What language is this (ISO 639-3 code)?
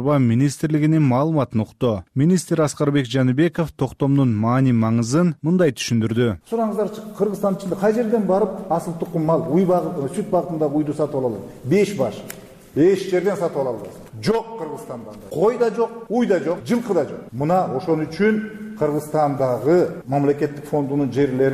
kir